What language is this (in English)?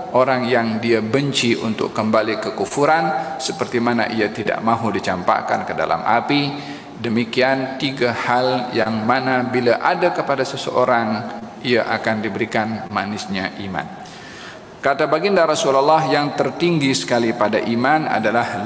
Malay